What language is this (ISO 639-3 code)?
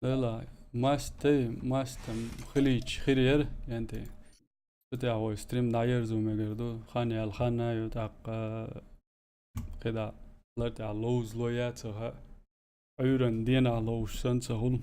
che